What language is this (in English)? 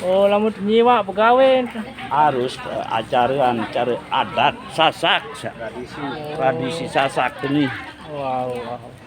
Sasak